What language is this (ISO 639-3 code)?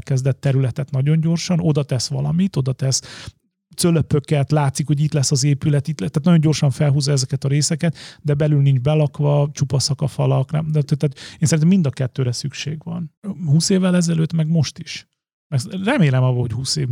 hun